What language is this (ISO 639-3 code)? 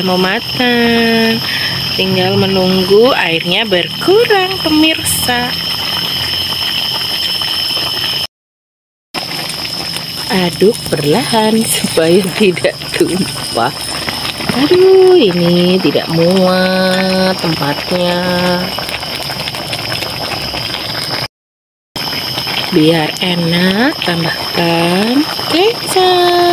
ind